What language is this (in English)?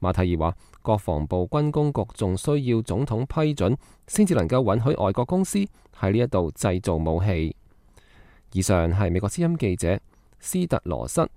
Cantonese